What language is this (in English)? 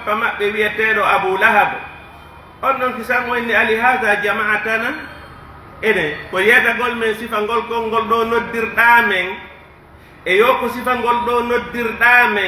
Pular